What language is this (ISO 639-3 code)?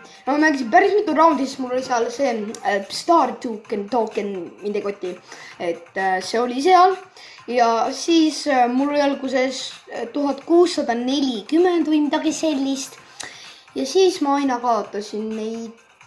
est